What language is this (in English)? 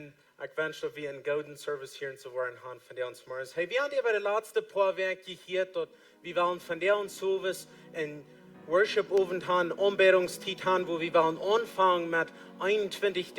Plautdietsch